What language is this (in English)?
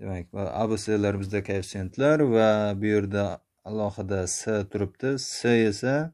Uzbek